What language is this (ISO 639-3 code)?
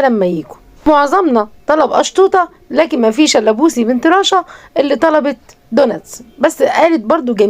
arz